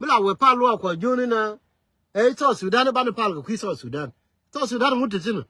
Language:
Nuer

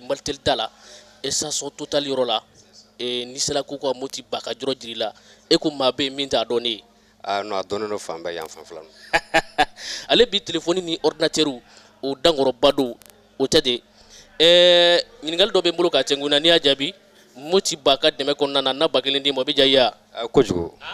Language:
Bambara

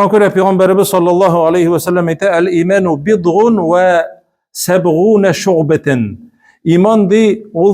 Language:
Tatar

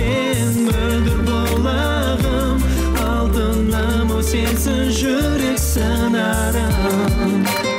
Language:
Kazakh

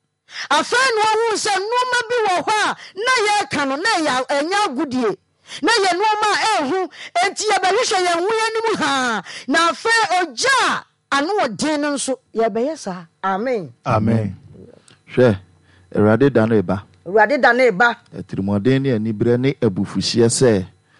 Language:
Akan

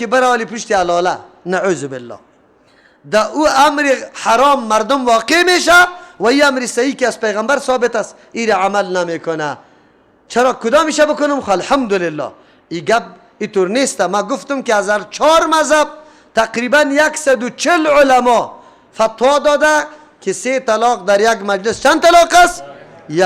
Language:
Persian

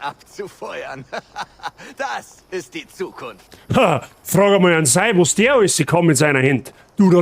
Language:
Bavarian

